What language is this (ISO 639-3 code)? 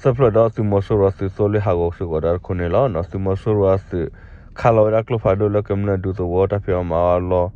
ksw